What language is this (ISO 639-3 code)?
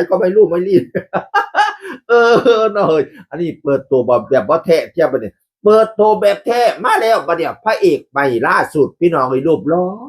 tts